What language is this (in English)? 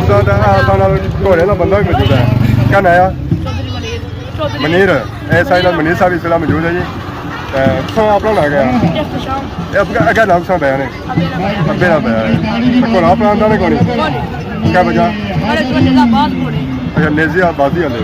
Pahari-Potwari